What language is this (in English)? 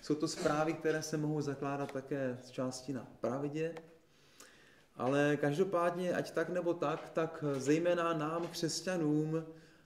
Czech